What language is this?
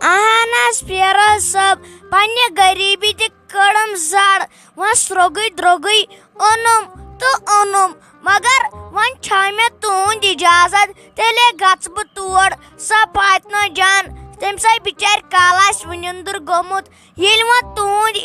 Kashmiri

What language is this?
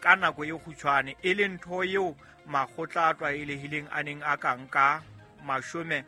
Southern Sotho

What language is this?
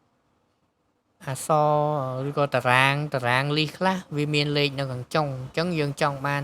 Khmer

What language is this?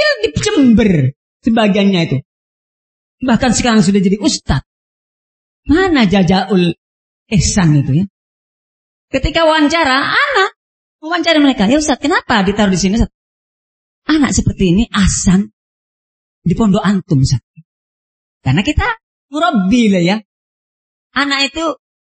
Indonesian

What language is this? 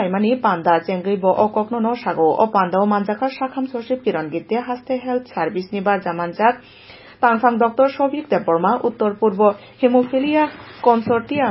Kok Borok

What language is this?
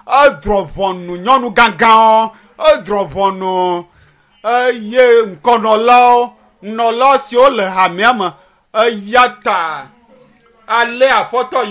Ewe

